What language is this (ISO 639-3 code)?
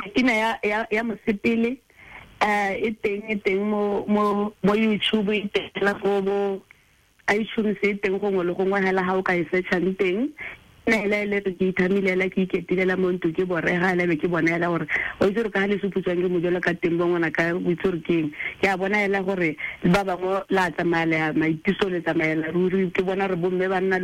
tsn